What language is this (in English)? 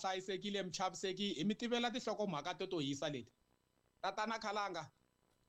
Tsonga